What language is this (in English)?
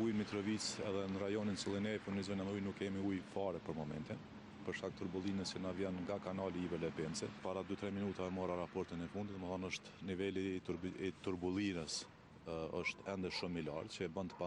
Albanian